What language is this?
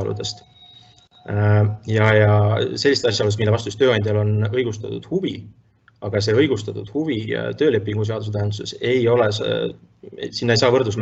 Estonian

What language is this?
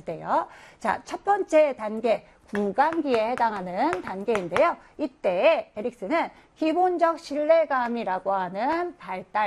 Korean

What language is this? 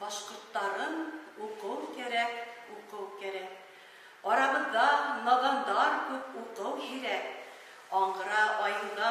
Bashkir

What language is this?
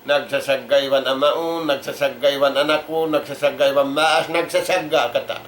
Tausug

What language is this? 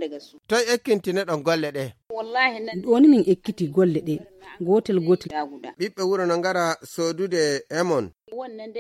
Nigerian Fulfulde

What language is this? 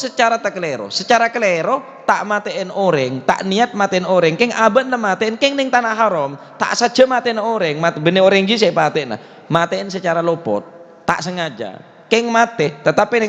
Madurese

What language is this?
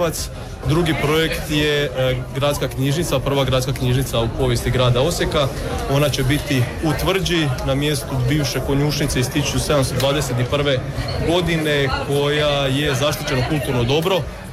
Croatian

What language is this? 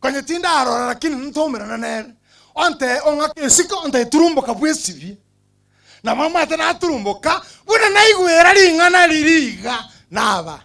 Gusii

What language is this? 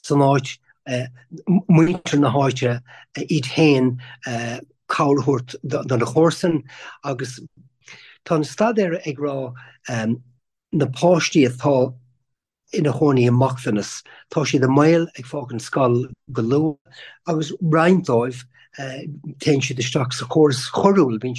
Irish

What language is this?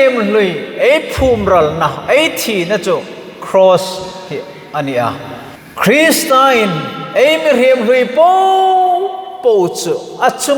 Hmar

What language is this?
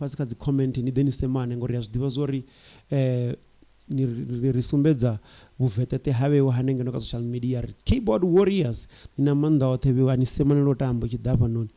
Venda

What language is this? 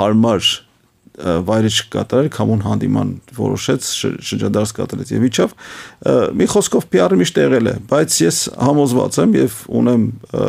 Armenian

